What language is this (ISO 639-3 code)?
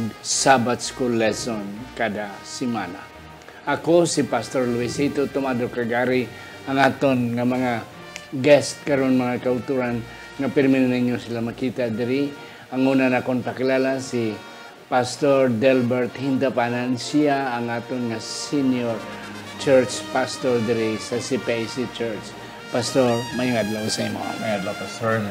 hil